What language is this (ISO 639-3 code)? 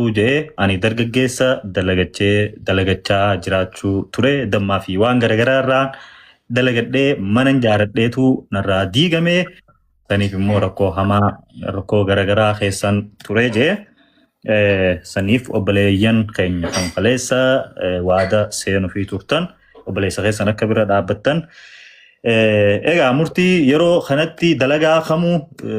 orm